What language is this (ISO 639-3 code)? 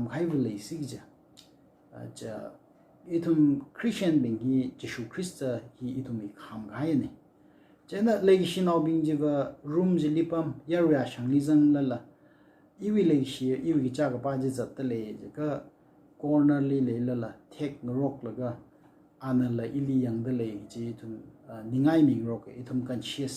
nmf